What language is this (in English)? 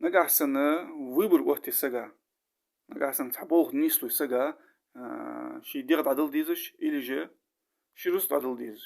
Ingush